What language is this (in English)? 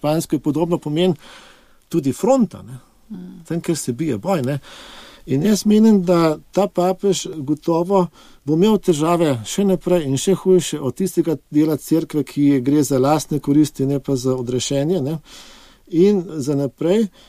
Slovenian